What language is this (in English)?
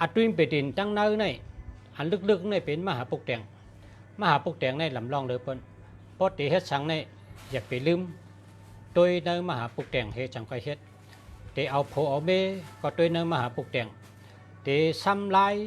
Shan